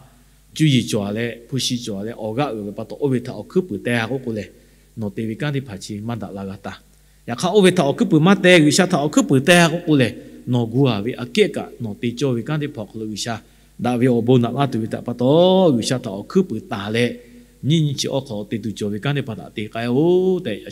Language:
Lahu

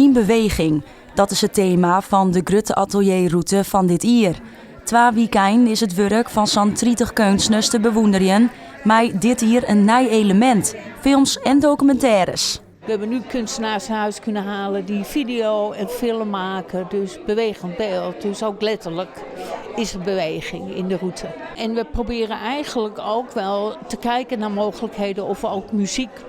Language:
Western Frisian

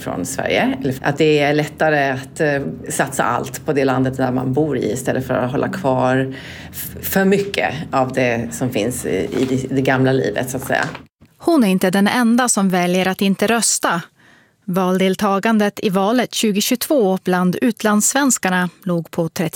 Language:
Swedish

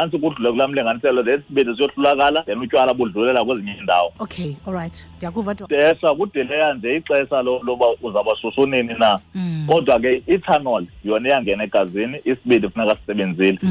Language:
Xhosa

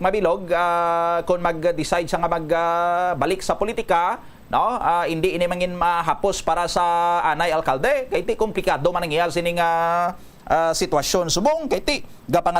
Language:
Hiligaynon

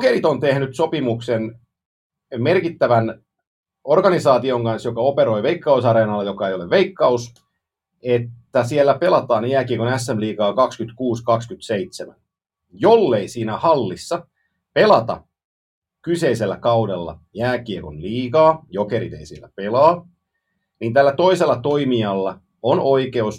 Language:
Finnish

